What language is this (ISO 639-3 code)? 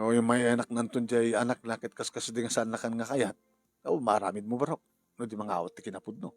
ilo